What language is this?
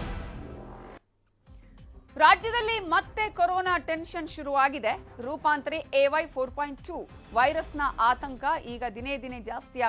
Kannada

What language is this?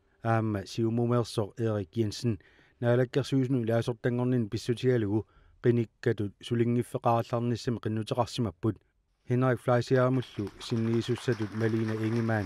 Kalaallisut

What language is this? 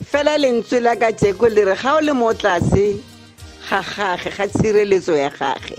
Tswana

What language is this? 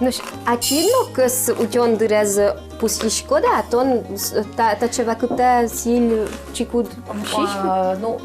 Udmurt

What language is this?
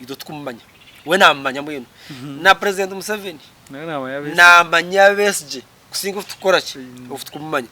Nyankole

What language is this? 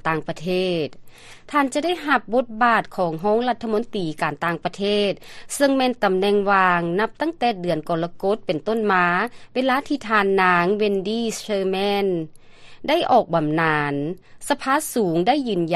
Lao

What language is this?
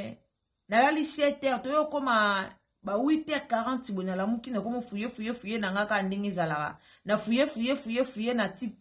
Lingala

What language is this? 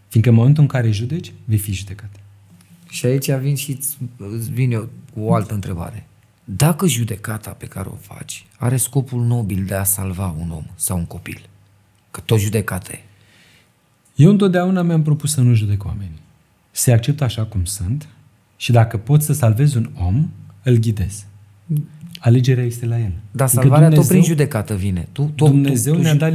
Romanian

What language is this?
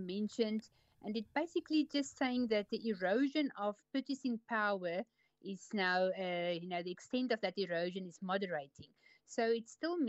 English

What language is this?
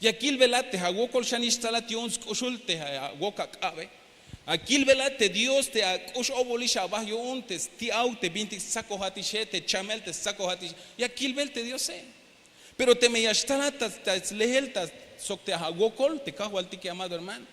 Tzeltal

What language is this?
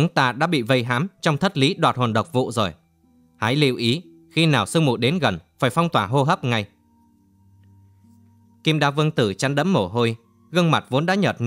Vietnamese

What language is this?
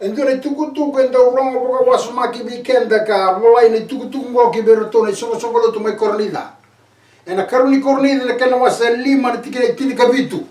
Fijian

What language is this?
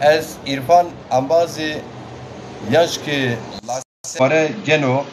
Zaza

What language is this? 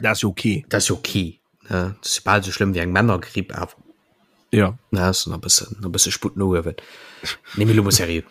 Luxembourgish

